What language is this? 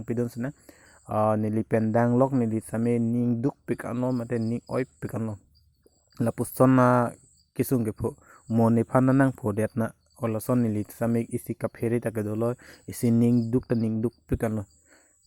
Karbi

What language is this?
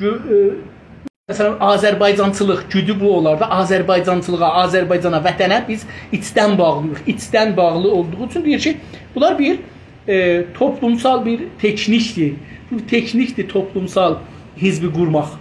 South Azerbaijani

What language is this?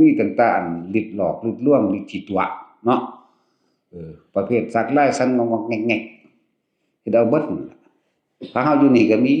Northeastern Thai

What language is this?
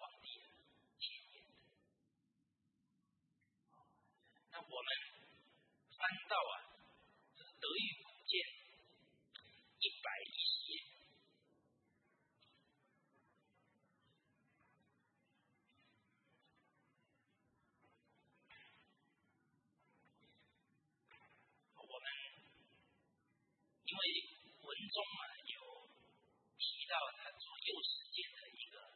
Chinese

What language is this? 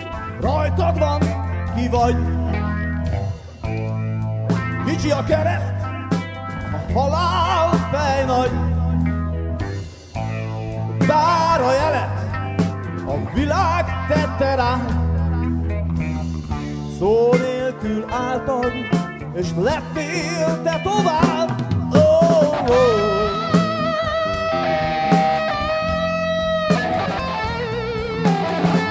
Hungarian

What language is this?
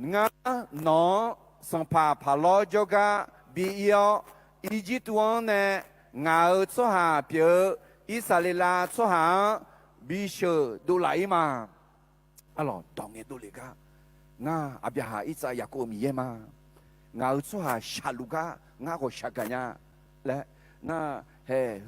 Akha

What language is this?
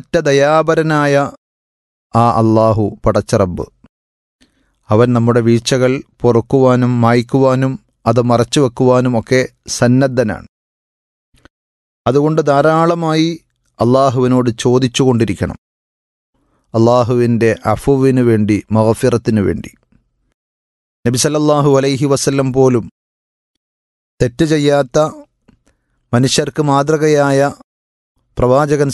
Malayalam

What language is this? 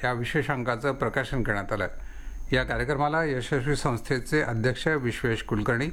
Marathi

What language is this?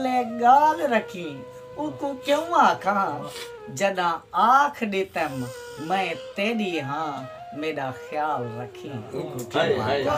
Saraiki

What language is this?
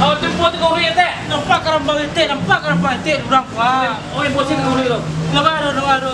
Minangkabau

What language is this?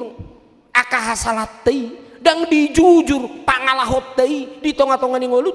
Batak Toba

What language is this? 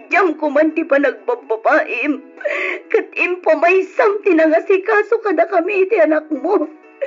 Iloko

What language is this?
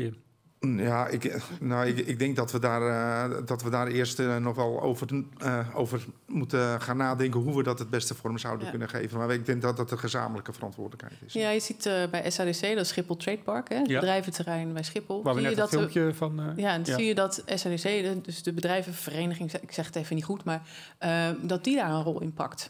Dutch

